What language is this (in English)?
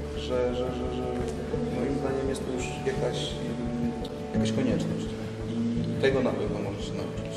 Polish